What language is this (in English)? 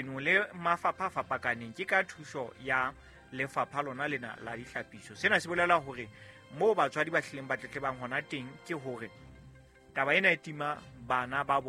Southern Sotho